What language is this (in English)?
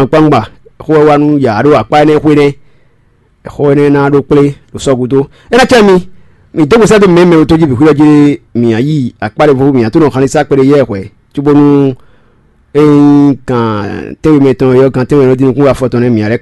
Fon